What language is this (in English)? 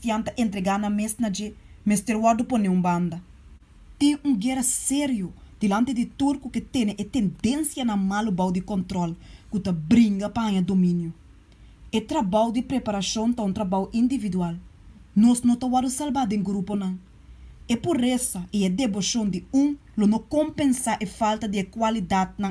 Papiamento